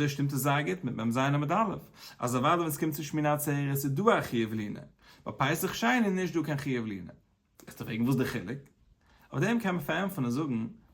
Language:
Yiddish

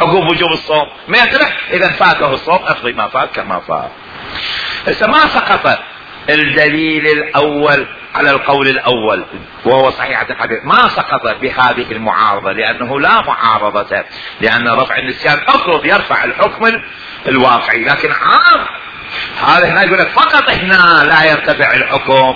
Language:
Mesopotamian Arabic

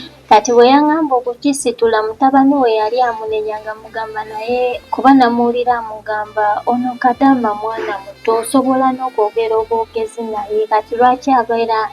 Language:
Ganda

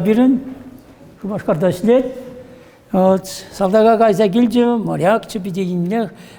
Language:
Chuvash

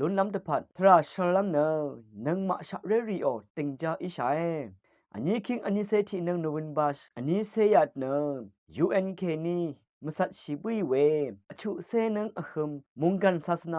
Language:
Rawang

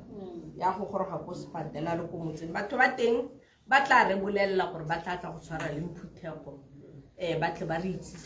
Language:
Tswana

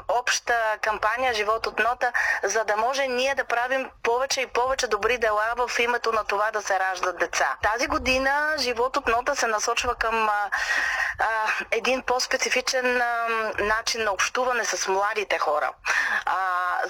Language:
Bulgarian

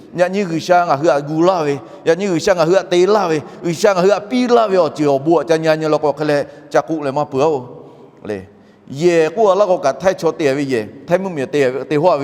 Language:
Lahu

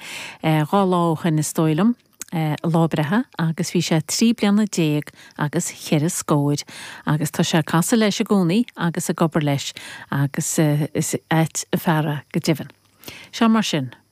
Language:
Irish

